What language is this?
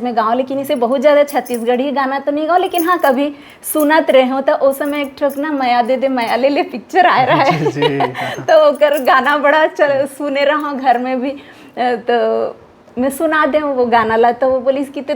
Chhattisgarhi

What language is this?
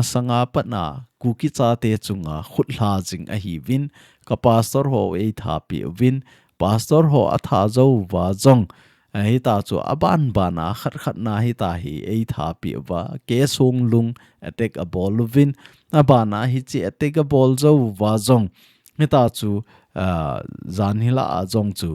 Thado Chin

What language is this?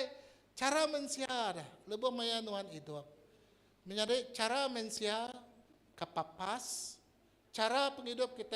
Iban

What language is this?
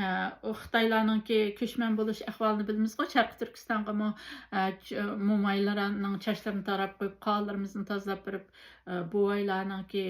Uyghur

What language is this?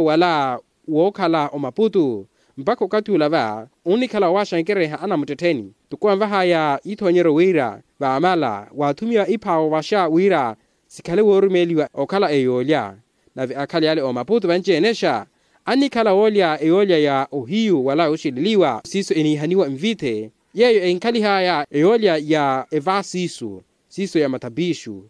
Makhuwa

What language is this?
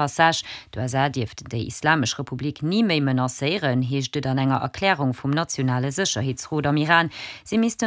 Luxembourgish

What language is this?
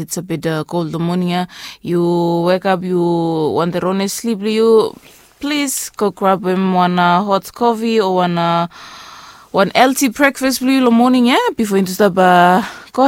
Bislama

